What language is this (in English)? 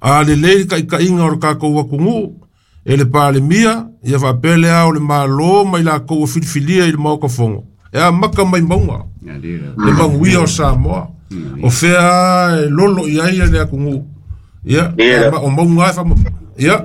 Samoan